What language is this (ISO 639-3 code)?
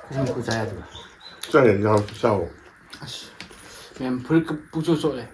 mni